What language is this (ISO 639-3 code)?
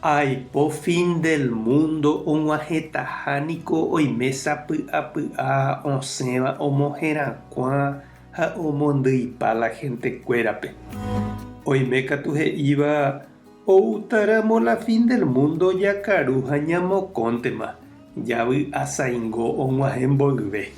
grn